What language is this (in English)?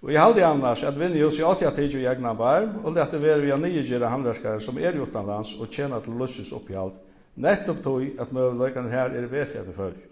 Faroese